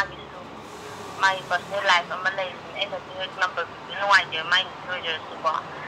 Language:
Manipuri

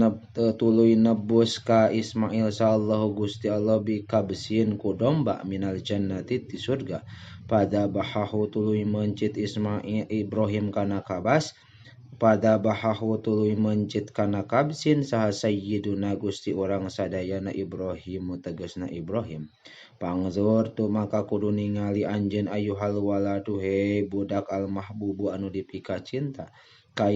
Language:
Sundanese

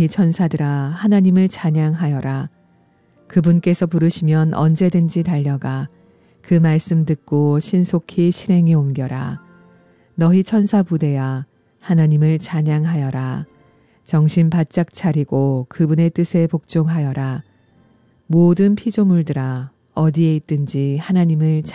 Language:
Korean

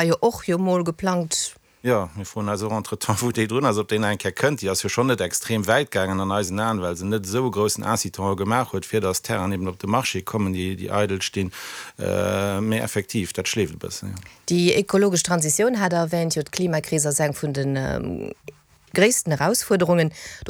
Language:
Luxembourgish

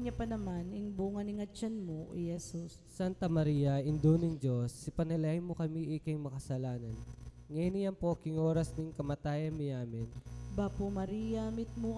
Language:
Pampanga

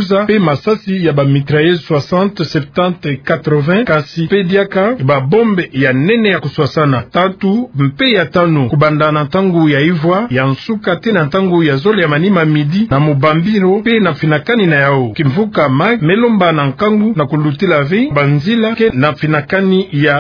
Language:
Kituba (Democratic Republic of Congo)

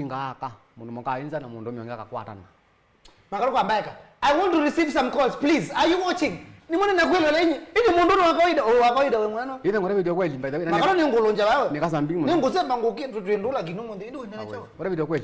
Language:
Kamba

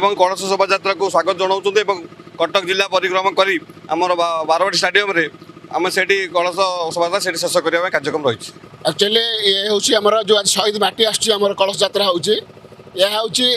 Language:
Odia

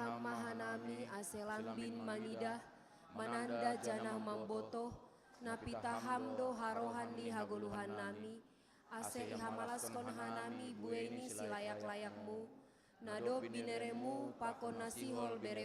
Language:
Batak Simalungun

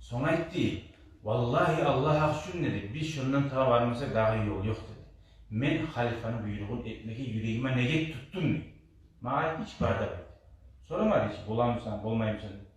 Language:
Kumyk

